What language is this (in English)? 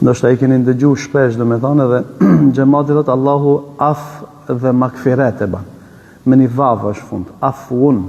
Albanian